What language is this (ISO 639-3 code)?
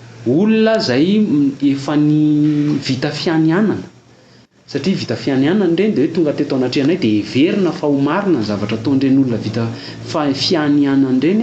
mlg